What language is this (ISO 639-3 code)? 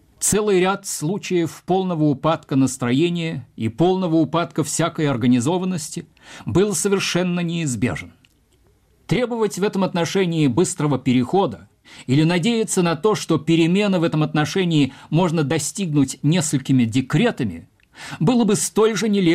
rus